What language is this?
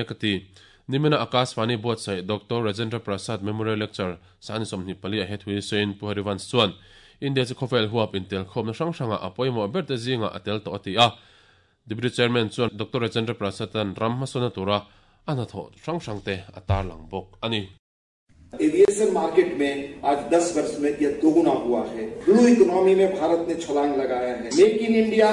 Mizo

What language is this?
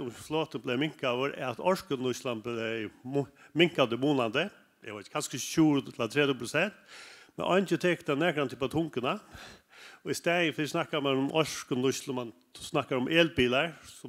Faroese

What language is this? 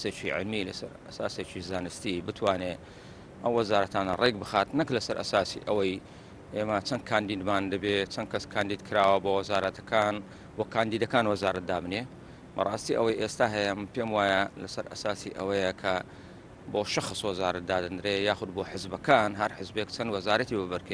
Central Kurdish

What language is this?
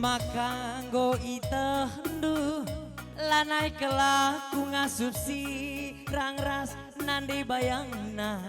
Batak Karo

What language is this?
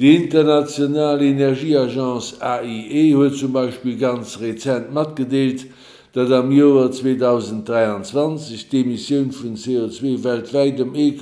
Luxembourgish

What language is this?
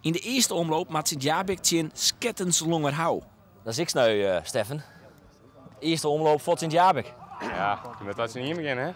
Western Frisian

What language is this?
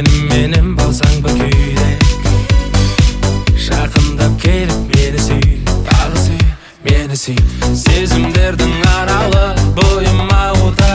Kazakh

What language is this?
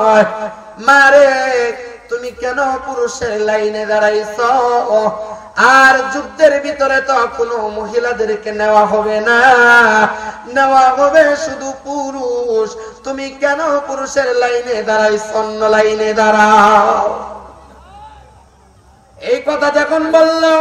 Bangla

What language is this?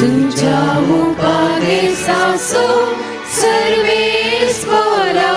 Konkani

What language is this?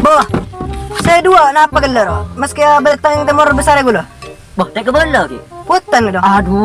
Madurese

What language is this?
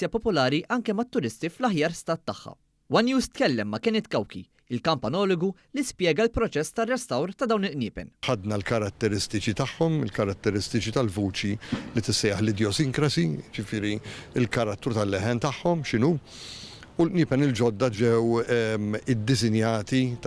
Maltese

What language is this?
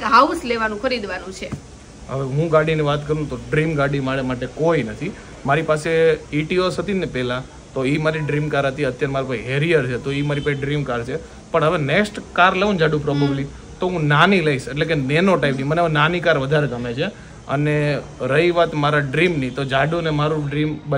Gujarati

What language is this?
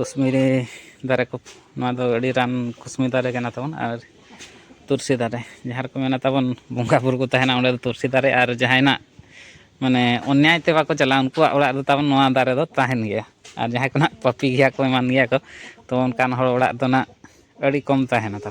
Santali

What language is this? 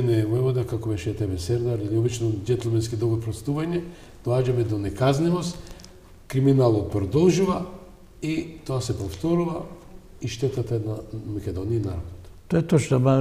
Macedonian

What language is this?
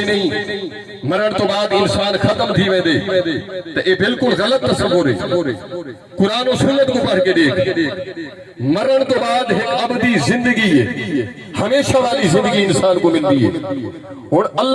Saraiki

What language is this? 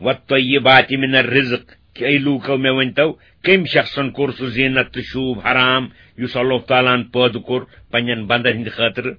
Kashmiri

